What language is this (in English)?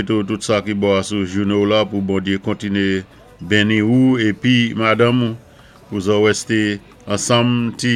Saint Lucian Creole French